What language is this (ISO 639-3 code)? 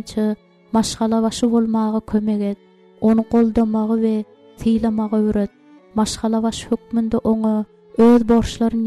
tuk